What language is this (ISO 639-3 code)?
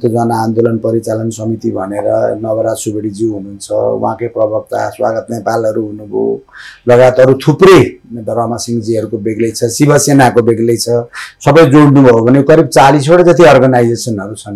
nep